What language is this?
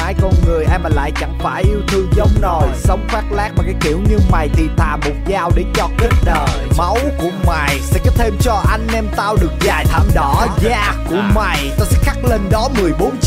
Vietnamese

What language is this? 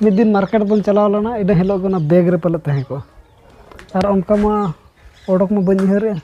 Santali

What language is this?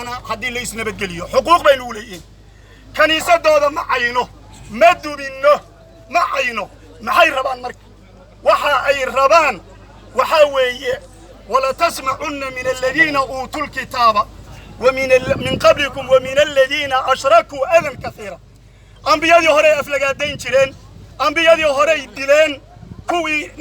Somali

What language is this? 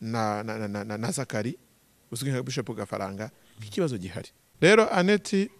Kinyarwanda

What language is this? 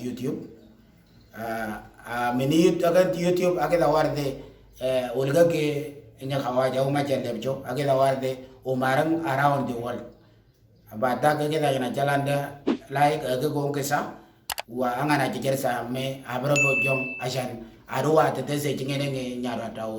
Moro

